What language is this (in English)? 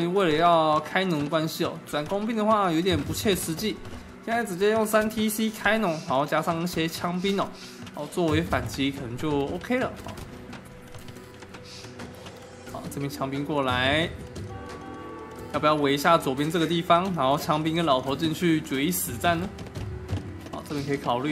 Chinese